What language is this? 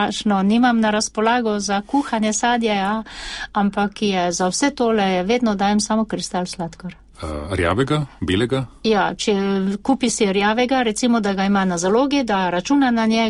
Slovenian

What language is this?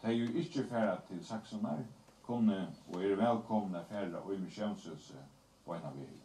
Faroese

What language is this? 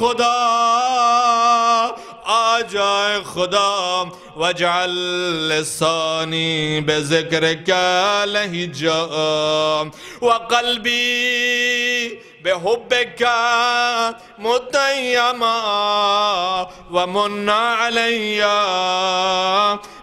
Urdu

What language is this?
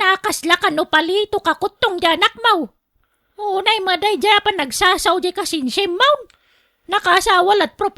Iloko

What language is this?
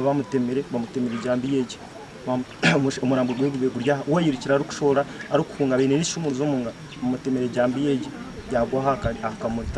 Nyankole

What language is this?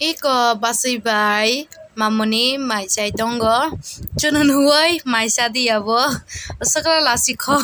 Kok Borok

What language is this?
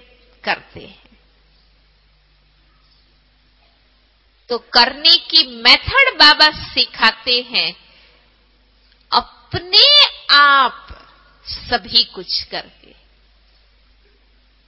Hindi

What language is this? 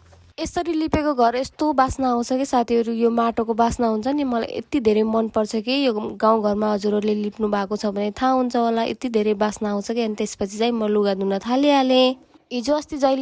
Nepali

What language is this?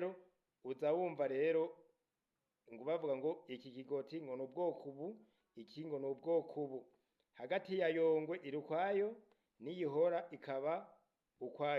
Rundi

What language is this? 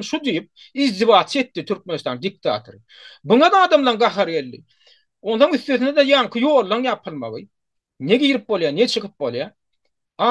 Turkmen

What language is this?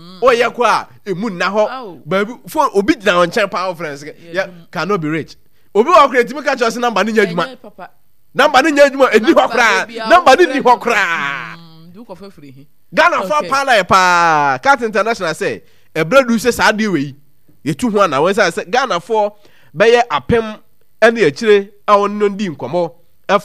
Akan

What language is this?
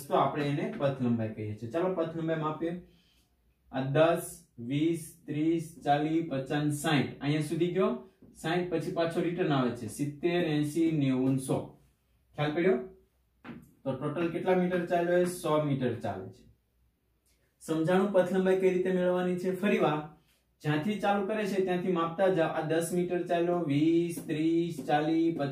Gujarati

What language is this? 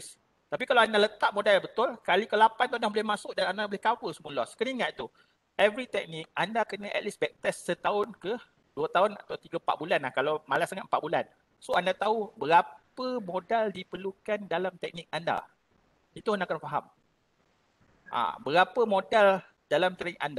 Malay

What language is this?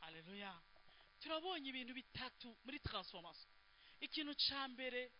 Rundi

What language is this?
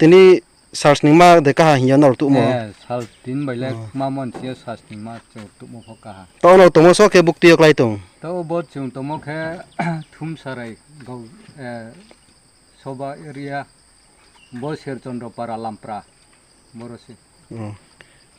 Riang (India)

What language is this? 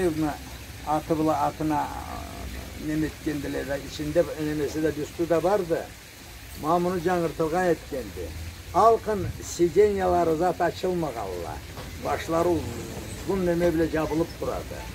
Karachay-Balkar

